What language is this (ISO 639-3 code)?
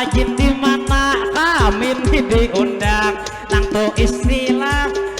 bjn